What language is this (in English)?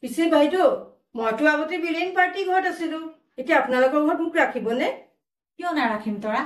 Assamese